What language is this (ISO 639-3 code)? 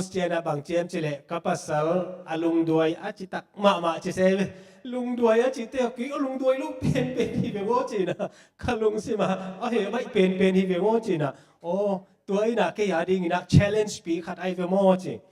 ctd